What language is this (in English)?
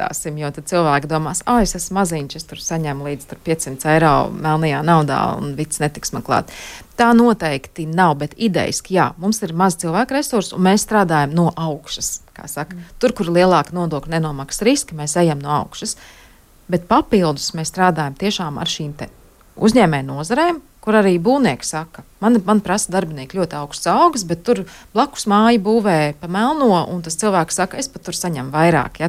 Latvian